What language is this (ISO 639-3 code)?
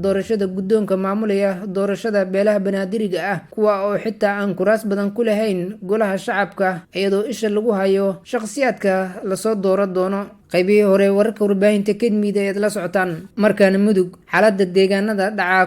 som